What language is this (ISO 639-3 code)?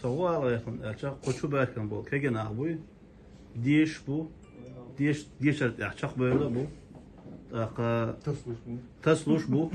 che